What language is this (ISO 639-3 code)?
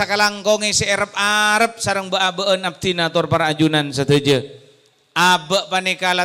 mad